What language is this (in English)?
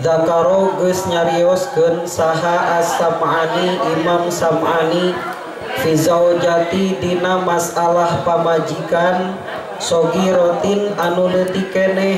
Sundanese